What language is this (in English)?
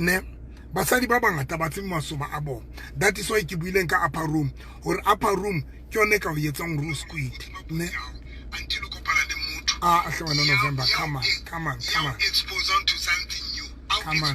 Southern Sotho